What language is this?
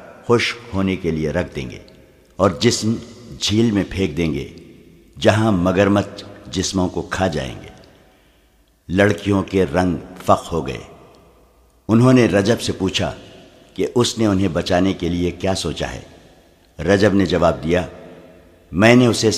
Urdu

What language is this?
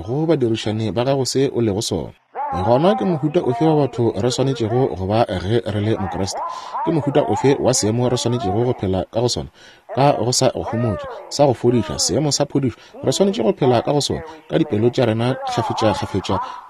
Northern Sotho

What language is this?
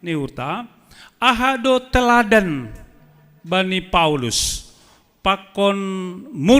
Batak Simalungun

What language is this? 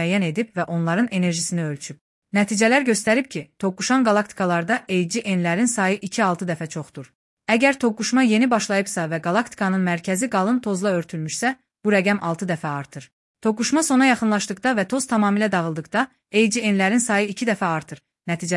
Azerbaijani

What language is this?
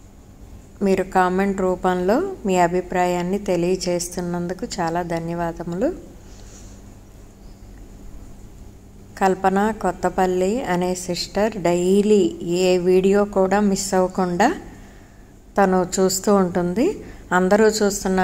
Telugu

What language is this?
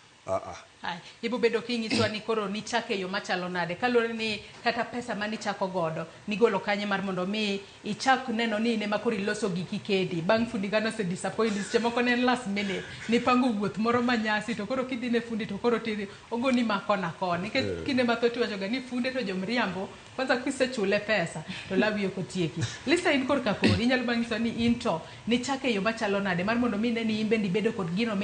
Luo (Kenya and Tanzania)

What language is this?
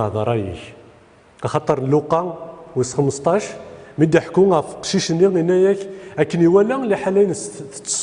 Kabyle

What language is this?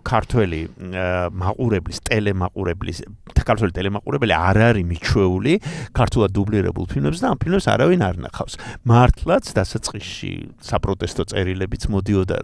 Georgian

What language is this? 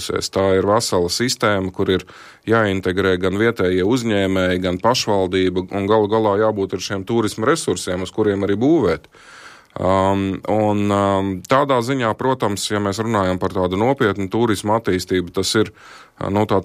Latvian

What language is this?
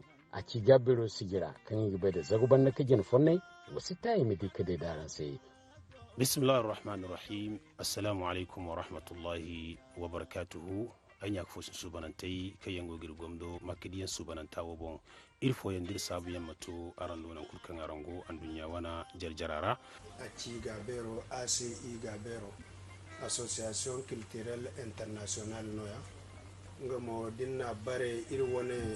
Zarma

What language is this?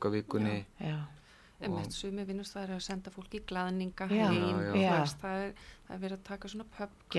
Icelandic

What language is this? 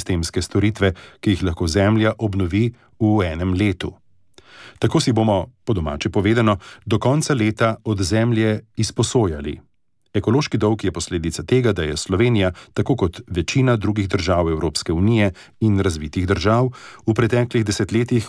Slovenian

